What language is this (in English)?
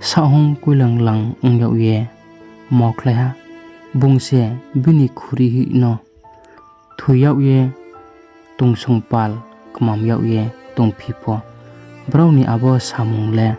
Riang (India)